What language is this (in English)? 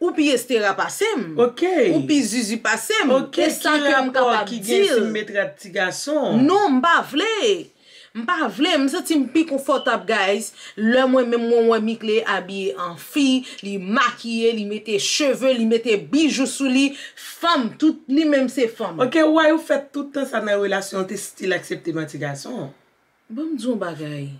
Haitian Creole